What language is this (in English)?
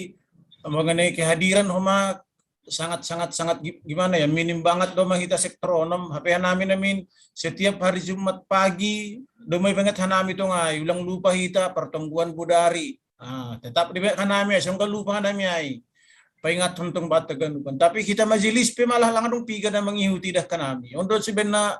Batak Simalungun